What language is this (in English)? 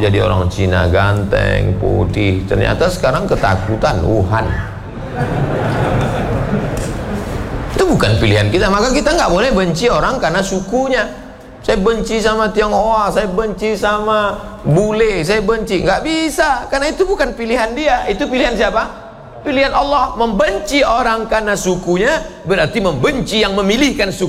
Indonesian